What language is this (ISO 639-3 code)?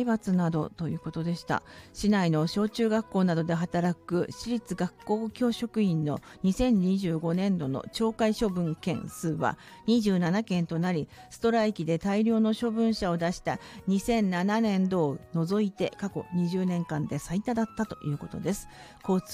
jpn